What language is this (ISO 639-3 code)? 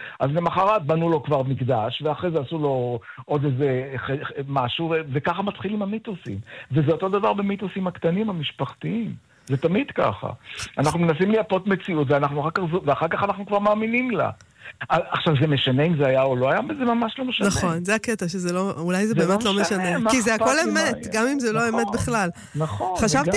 heb